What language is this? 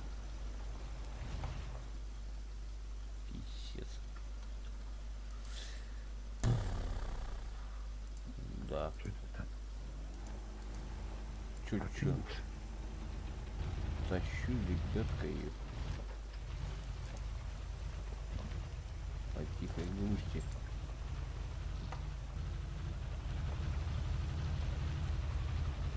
Russian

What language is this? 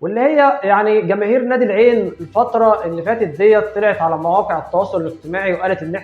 Egyptian Arabic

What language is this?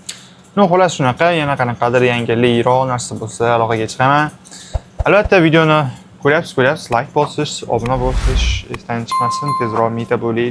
Uzbek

